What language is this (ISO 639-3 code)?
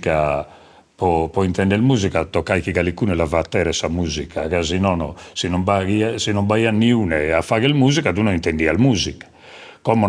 srd